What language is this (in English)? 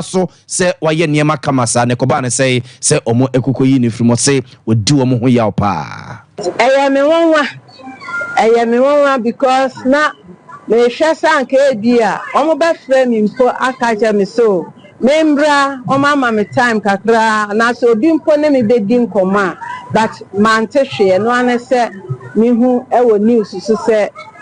Akan